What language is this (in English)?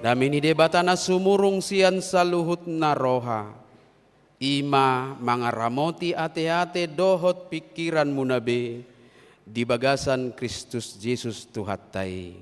Batak Toba